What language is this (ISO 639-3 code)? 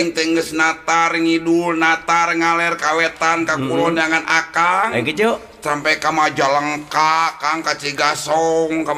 sun